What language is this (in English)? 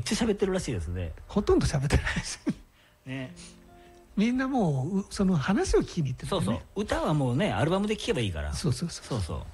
Japanese